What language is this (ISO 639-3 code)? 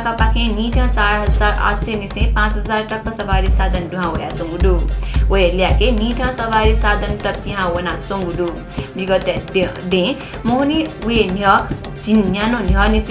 new